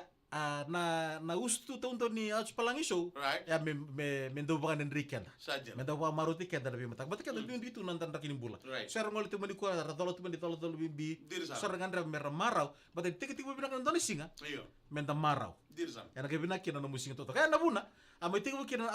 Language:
Fijian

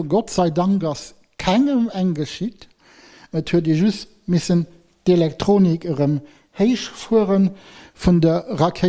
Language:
Luxembourgish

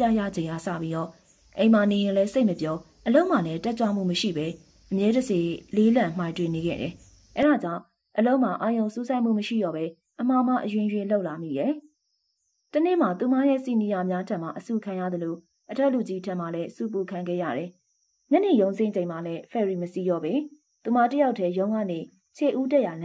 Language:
Burmese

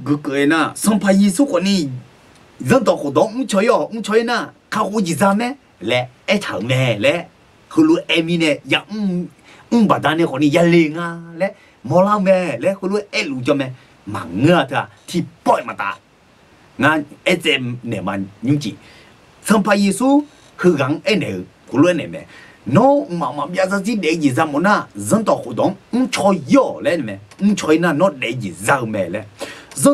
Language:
Akha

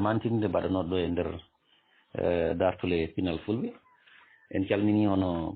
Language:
Fula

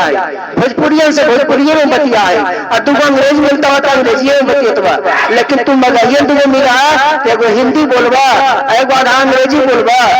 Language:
Magahi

